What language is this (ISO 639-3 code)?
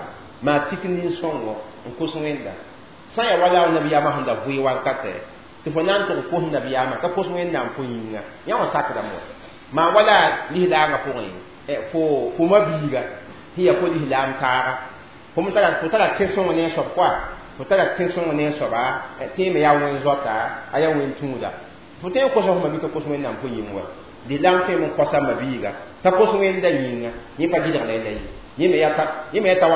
mos